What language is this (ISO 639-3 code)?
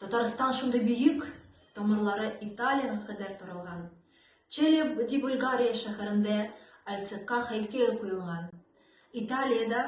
tat